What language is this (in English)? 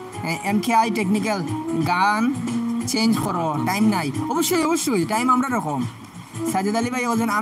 Sylheti